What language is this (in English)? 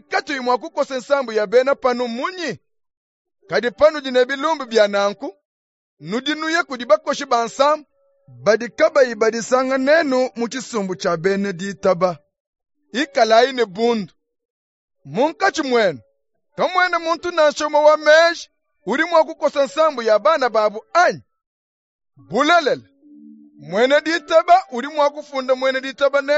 Luba-Lulua